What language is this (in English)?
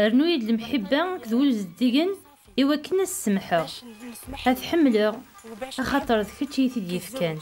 Kabyle